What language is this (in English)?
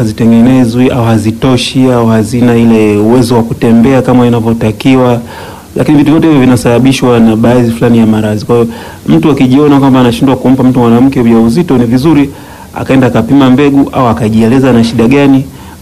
Swahili